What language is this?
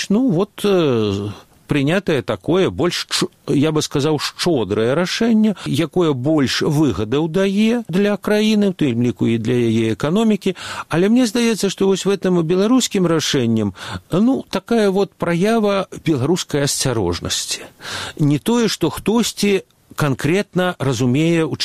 Belarusian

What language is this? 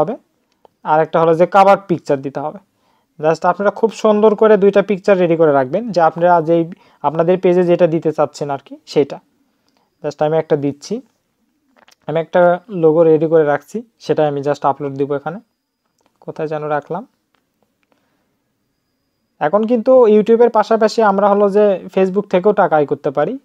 Bangla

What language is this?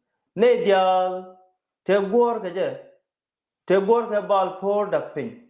Nuer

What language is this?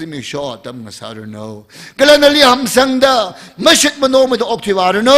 Tangkhul Naga (India)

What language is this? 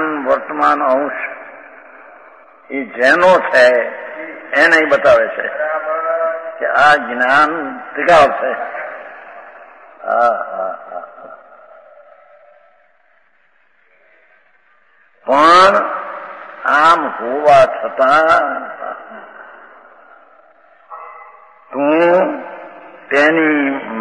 Gujarati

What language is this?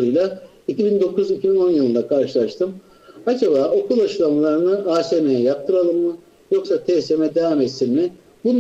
Turkish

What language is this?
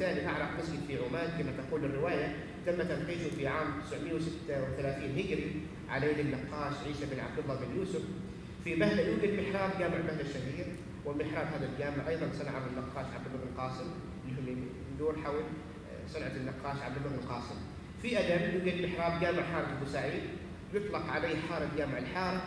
Arabic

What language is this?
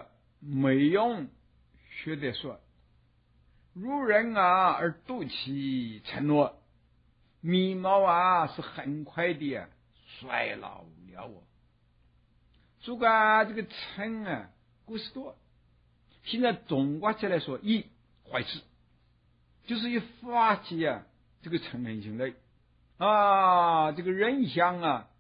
Chinese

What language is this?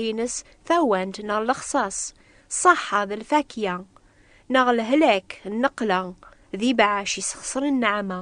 Kabyle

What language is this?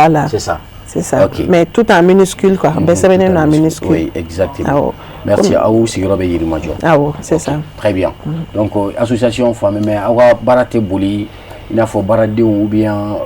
Bambara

